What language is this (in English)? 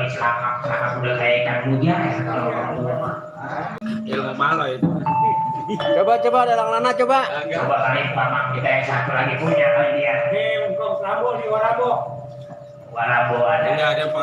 Betawi